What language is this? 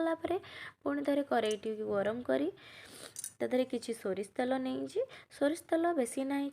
Odia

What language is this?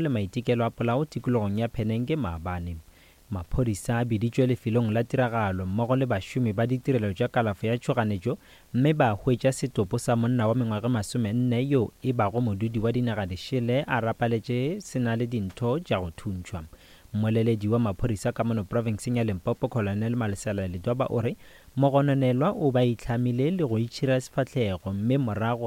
Northern Sotho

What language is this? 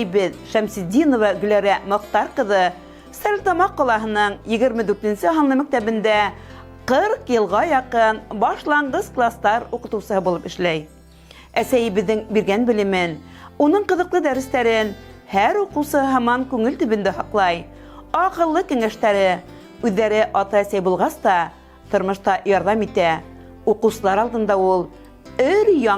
Bashkir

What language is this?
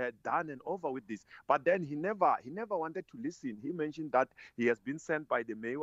English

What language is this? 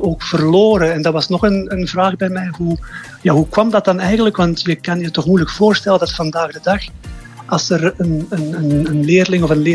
Dutch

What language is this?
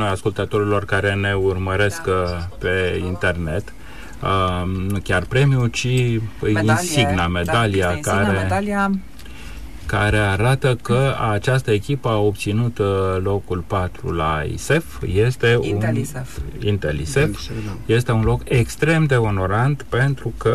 Romanian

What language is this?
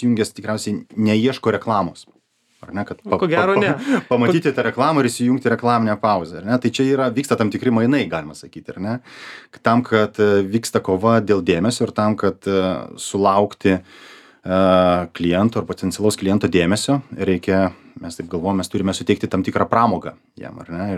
Lithuanian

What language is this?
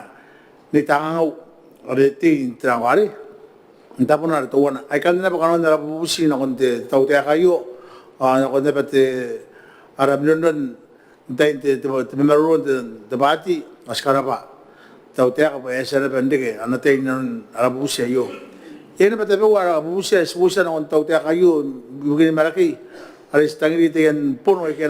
Gilbertese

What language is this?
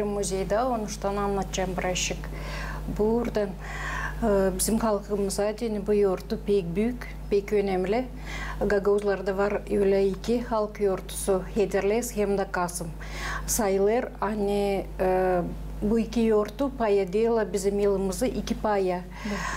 Gagauz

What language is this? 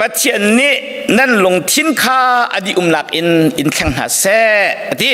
Hakha Chin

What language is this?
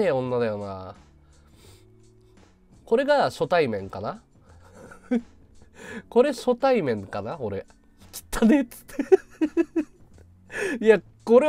Japanese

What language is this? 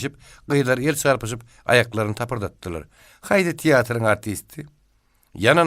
Turkmen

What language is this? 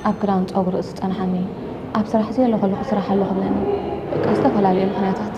Tigrinya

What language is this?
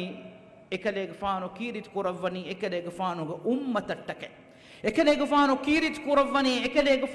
Divehi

